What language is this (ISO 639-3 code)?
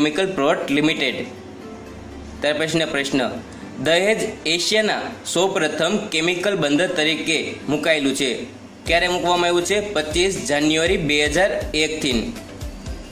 guj